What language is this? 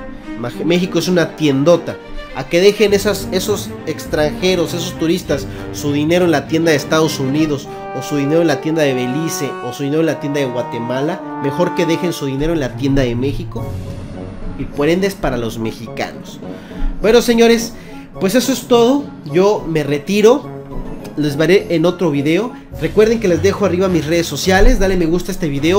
Spanish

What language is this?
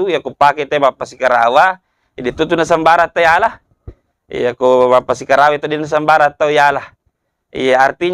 Buginese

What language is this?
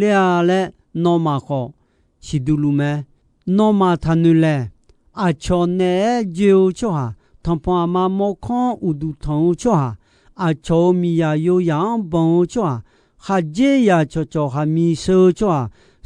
Akha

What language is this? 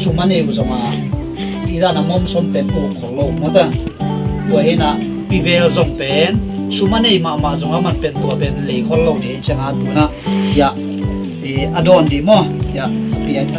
Tedim Chin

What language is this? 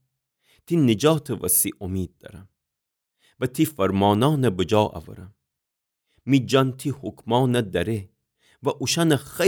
Gilaki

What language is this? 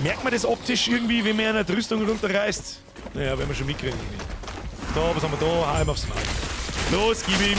Bavarian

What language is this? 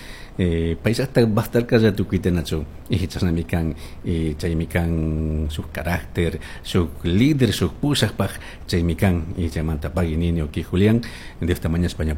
Chimborazo Highland Quichua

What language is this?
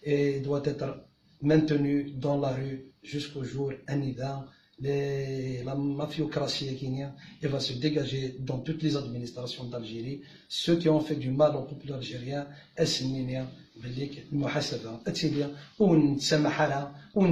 Kabyle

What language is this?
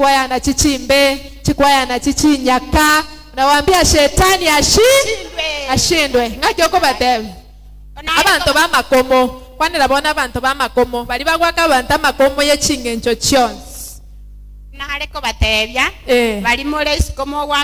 Gusii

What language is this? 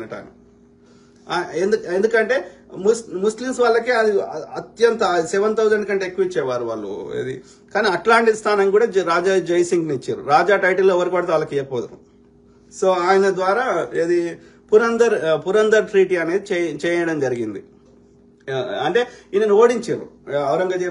Telugu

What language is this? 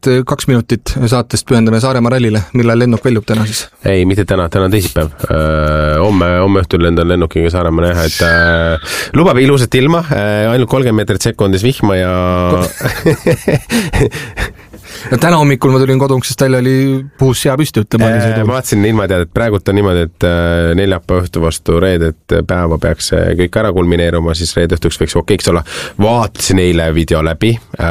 Estonian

